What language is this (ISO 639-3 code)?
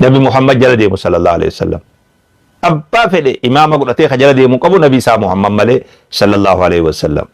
orm